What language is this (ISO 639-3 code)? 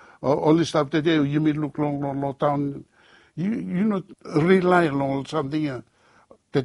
bis